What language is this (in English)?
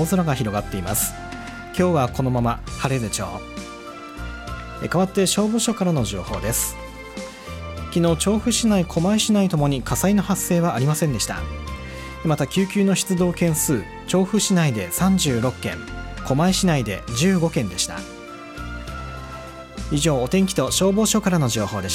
Japanese